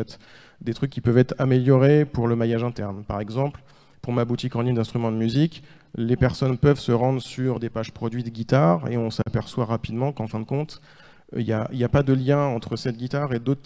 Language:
French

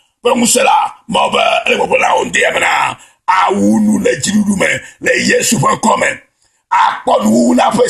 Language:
Ewe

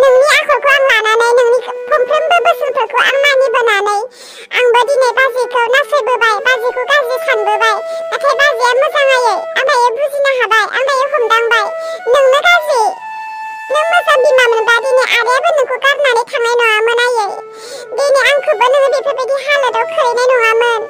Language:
Bodo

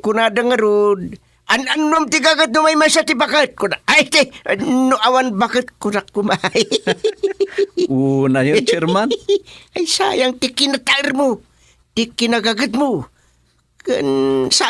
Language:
Iloko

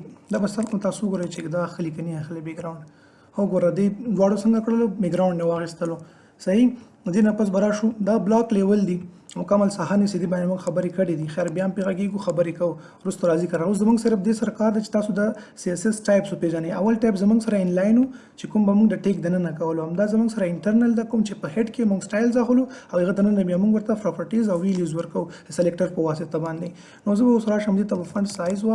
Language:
Pashto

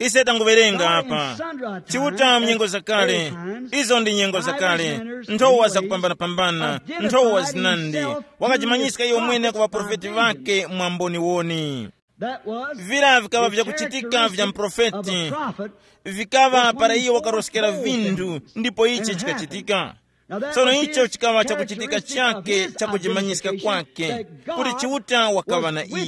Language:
Tumbuka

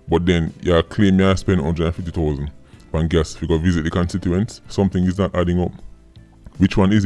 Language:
Jamaican Creole English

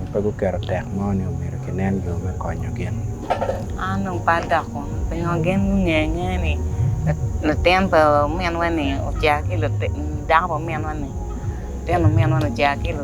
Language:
Acoli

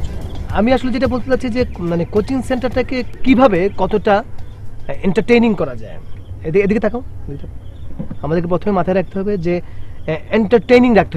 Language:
Bangla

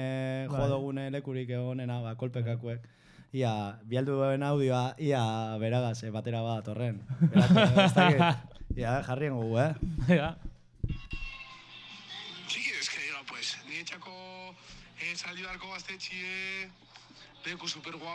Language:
Basque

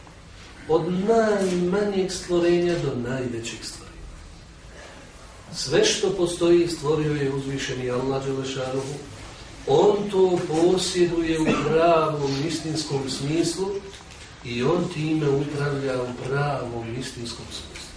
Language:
Bosnian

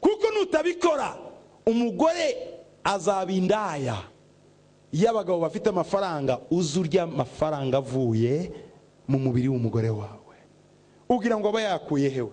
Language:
Kinyarwanda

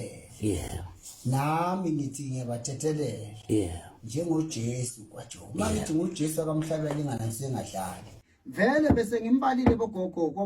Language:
Zulu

